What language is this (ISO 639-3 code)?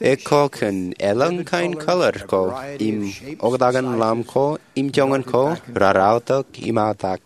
mah